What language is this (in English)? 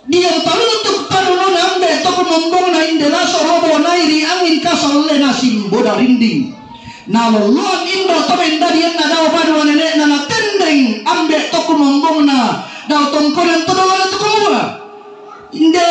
Toraja-Sa'dan